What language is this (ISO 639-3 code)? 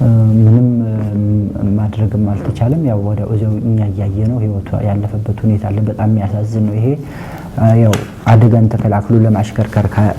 amh